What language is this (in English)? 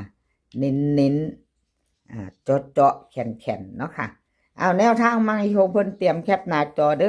Northeastern Thai